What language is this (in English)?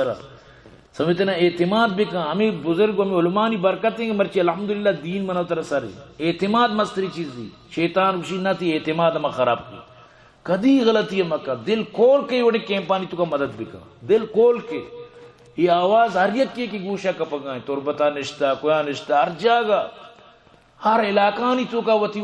Eastern Balochi